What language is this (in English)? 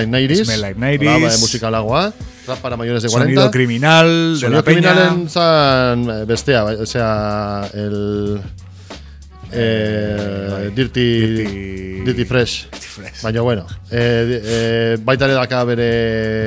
Basque